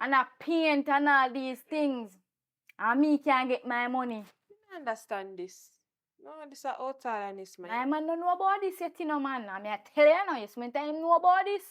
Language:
Jamaican Creole English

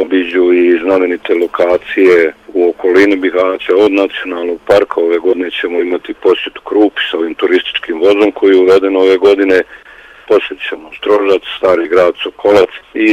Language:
Bosnian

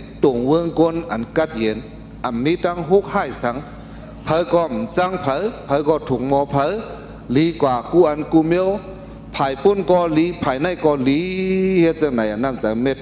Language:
Shan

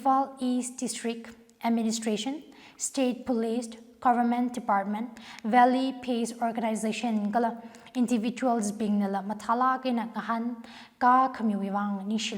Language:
Tangkhul Naga (India)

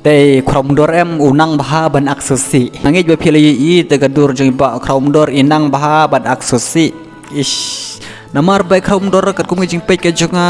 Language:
Khasi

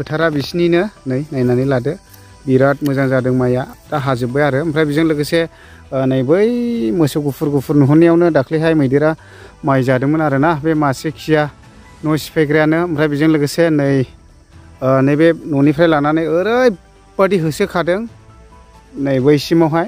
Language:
Bodo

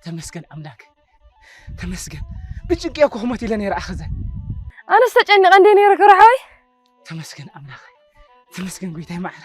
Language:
Tigrinya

